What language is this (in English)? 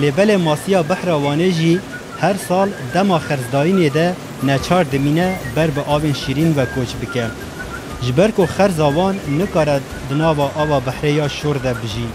Kurdish